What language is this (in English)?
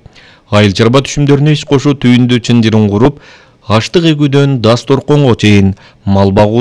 Kyrgyz